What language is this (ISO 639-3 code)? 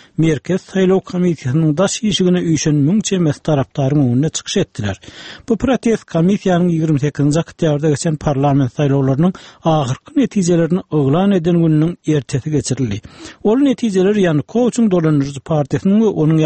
tuk